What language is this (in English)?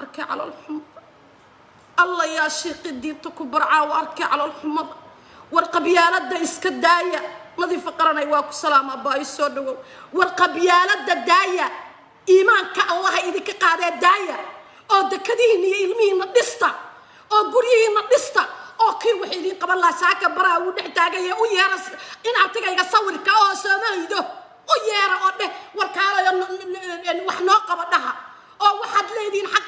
Somali